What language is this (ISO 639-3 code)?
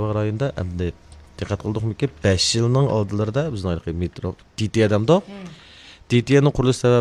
uig